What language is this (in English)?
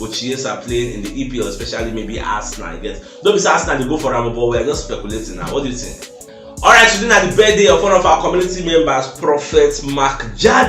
Nigerian Pidgin